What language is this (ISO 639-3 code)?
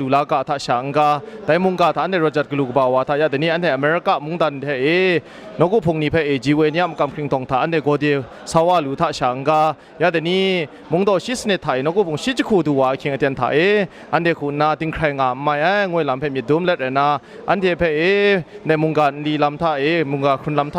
kac